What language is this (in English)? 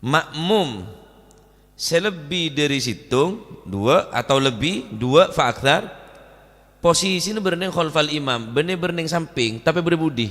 Madurese